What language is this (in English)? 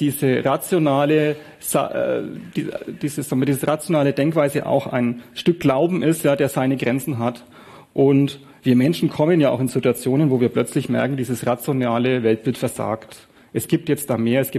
German